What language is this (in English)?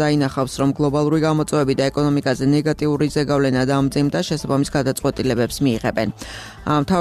Georgian